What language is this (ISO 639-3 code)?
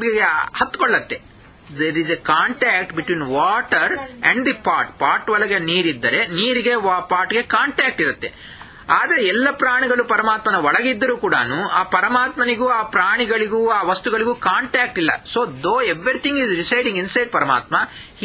kan